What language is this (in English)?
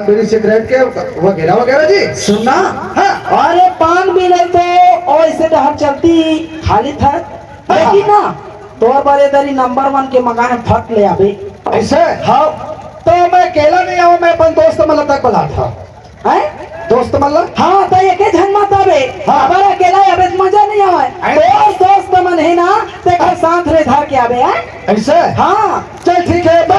Chhattisgarhi